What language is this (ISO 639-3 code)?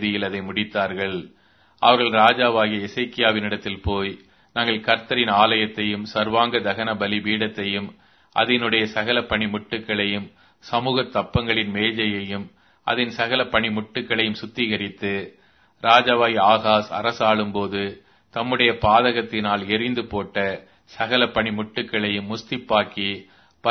tam